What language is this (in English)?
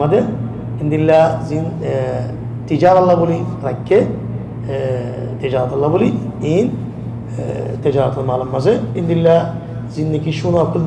Rohingya